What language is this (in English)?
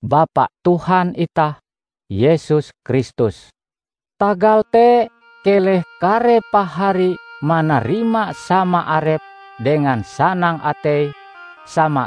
Ngaju